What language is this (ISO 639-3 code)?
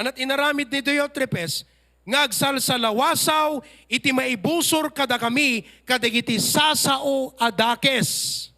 ilo